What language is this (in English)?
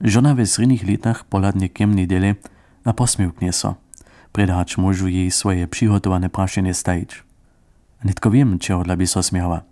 Upper Sorbian